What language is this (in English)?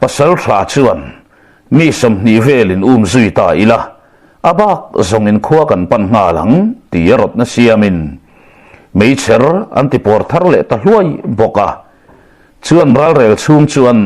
Mizo